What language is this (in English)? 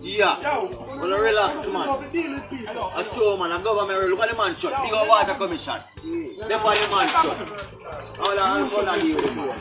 Jamaican Creole English